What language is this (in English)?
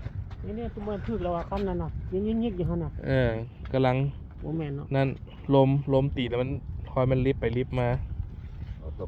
Lao